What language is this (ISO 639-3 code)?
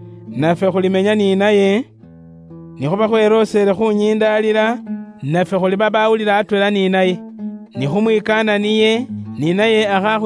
luy